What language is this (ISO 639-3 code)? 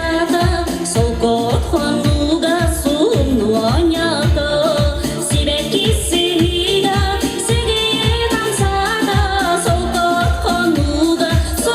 sah